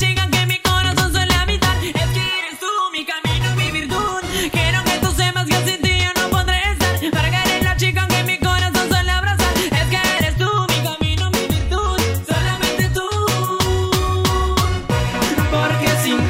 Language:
Spanish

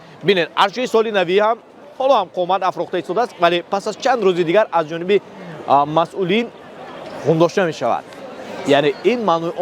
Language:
Tajik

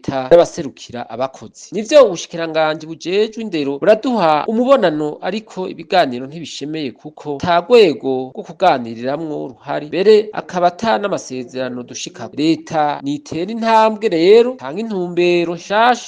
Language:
Rundi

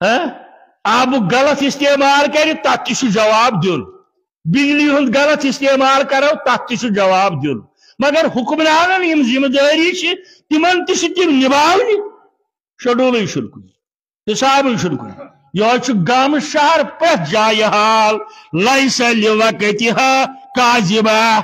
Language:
Kashmiri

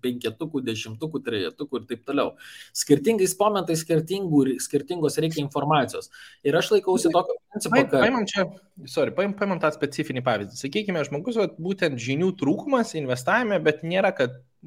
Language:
Lithuanian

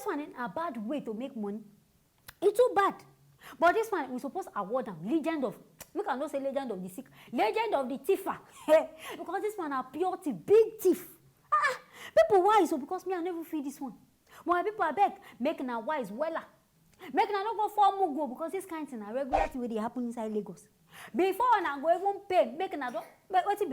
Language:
Nigerian Pidgin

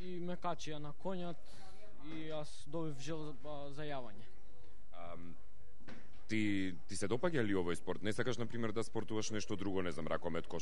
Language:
Macedonian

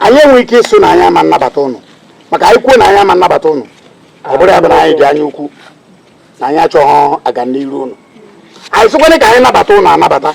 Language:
Igbo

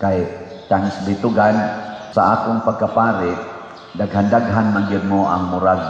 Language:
Cebuano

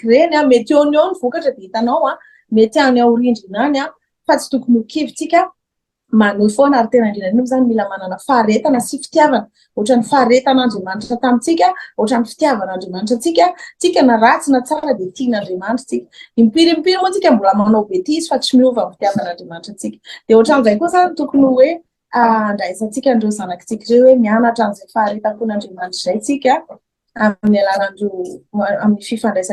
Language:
Malagasy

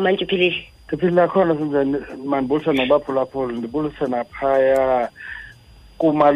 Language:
Xhosa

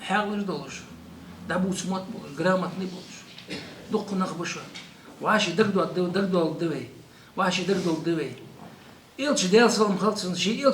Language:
Ingush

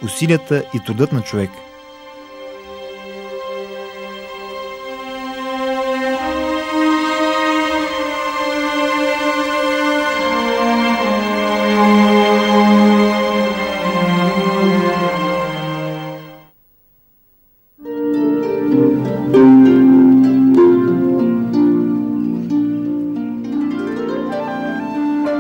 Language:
Bulgarian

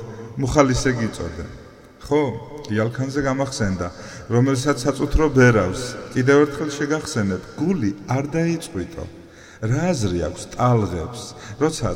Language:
Georgian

